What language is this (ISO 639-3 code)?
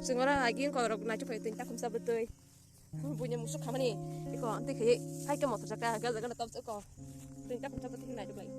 trp